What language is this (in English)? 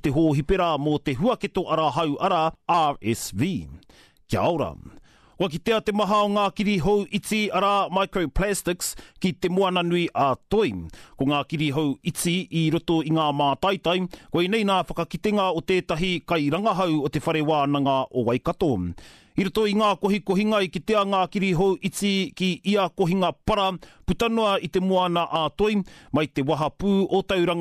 Māori